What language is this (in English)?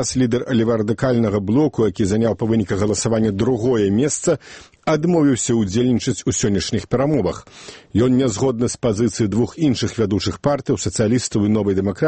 Belarusian